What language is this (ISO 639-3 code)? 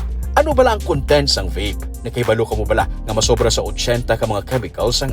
hil